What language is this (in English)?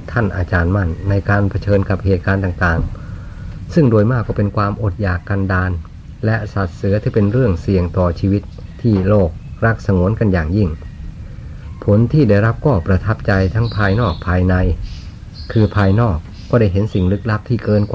Thai